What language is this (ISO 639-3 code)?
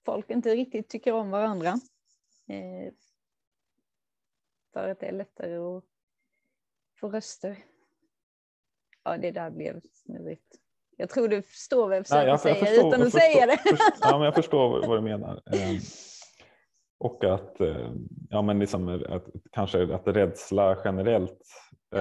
swe